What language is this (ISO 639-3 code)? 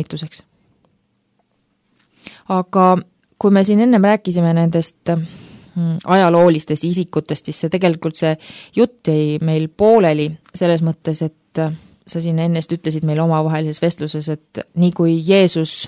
est